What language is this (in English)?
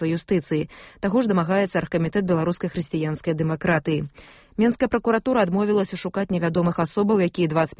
Belarusian